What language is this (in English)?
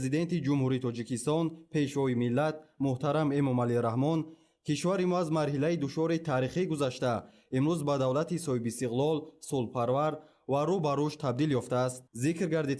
Tajik